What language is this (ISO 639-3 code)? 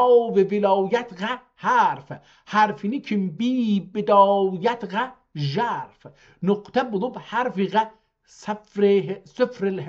azb